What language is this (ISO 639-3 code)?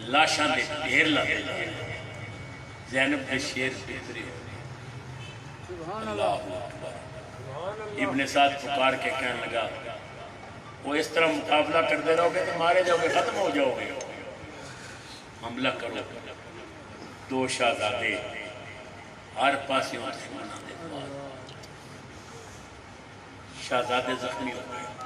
urd